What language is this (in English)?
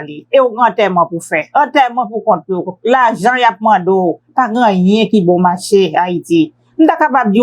Haitian Creole